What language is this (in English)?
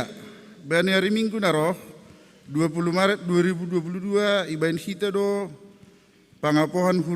Batak Simalungun